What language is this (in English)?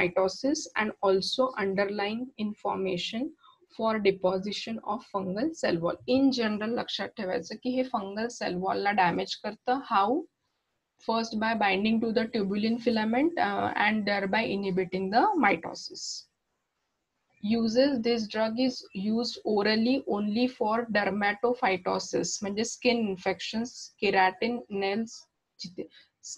Marathi